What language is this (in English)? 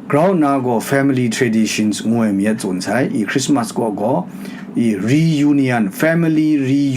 Kachin